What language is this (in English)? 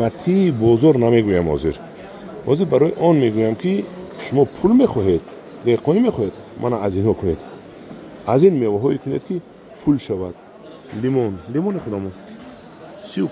Tajik